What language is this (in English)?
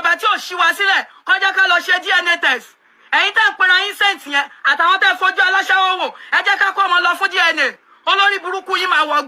Yoruba